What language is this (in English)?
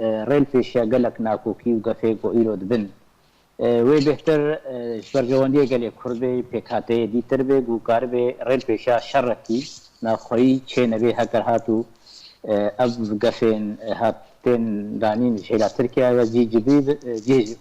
Kurdish